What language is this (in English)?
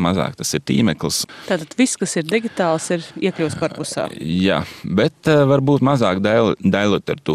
Latvian